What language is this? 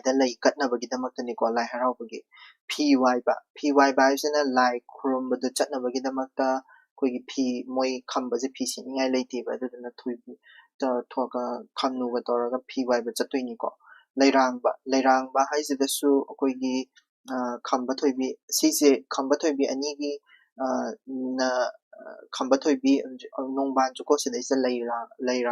Manipuri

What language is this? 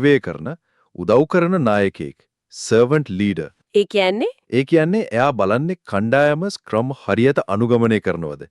Sinhala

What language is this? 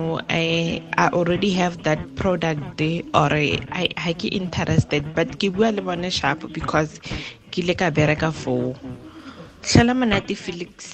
Tswana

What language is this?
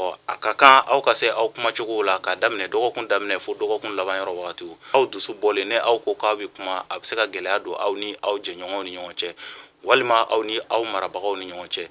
Bambara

